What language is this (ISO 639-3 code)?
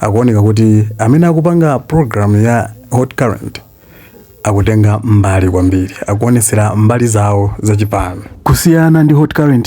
nya